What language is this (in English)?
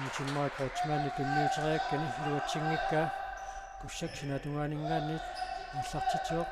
Kalaallisut